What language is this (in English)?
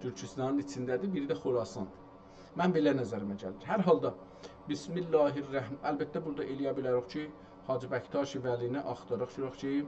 South Azerbaijani